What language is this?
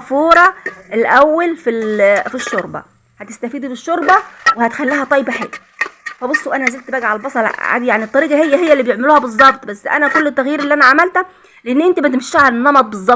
Egyptian Arabic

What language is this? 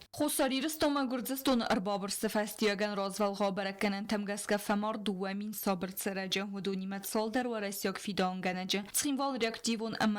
Ossetic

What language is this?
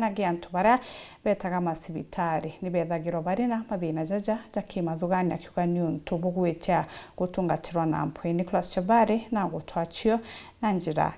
Meru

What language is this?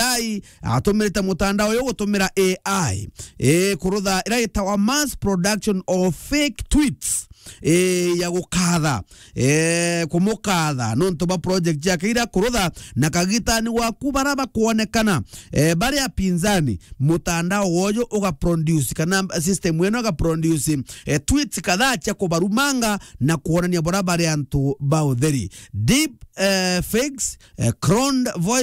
Meru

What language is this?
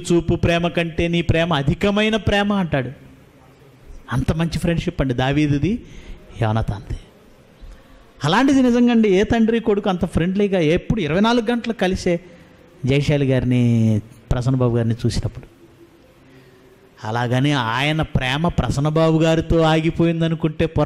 Telugu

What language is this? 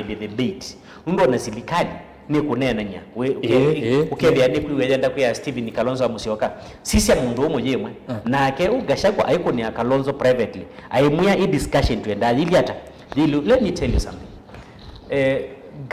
Kamba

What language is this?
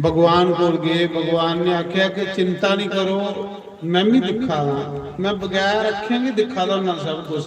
Dogri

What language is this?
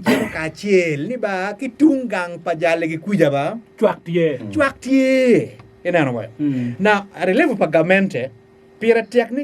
Acoli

